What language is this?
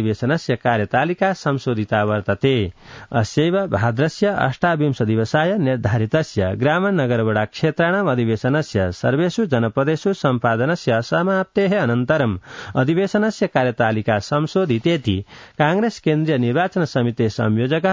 Sanskrit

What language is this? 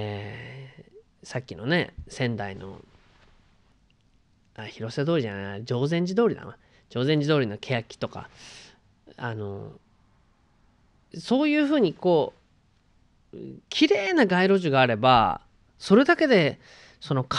Japanese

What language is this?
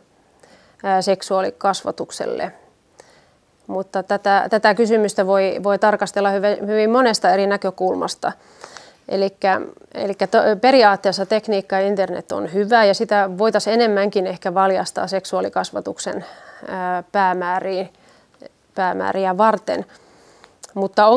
Finnish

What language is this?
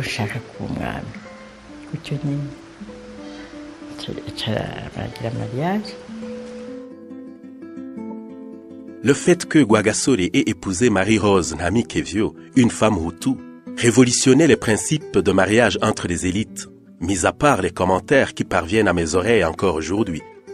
French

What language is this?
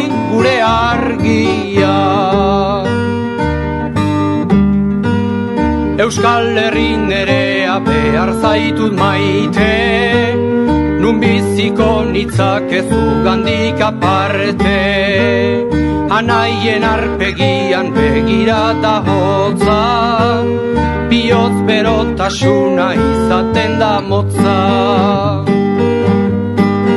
Basque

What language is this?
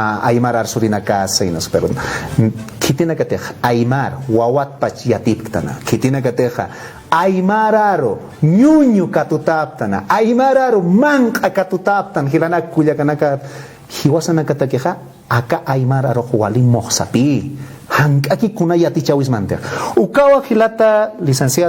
Aymara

